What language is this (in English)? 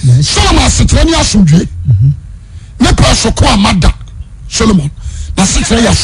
Akan